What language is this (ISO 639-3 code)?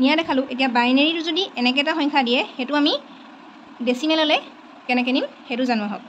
asm